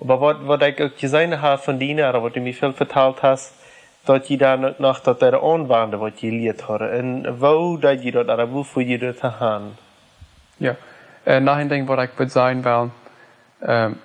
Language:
Plautdietsch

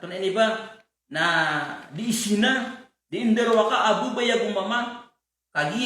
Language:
Maranao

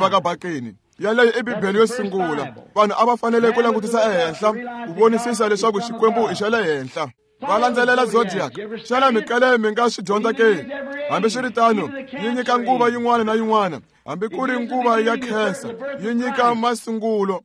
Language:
Tsonga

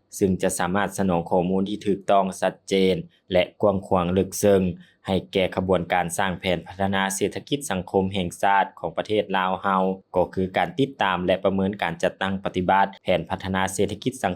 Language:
Lao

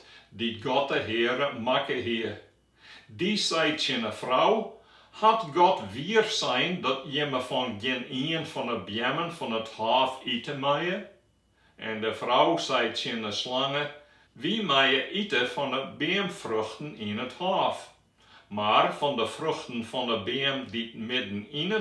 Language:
Western Frisian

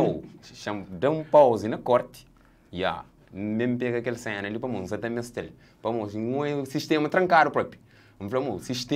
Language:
Kabuverdianu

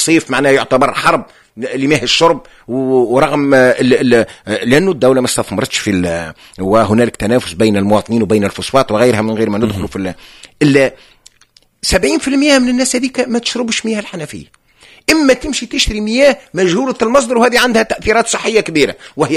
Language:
Tunisian Arabic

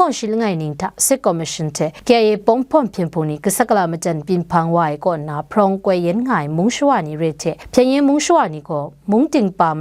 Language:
Kachin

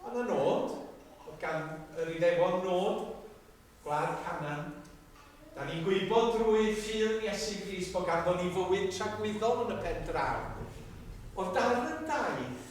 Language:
Welsh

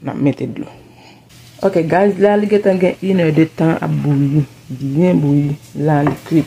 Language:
Haitian Creole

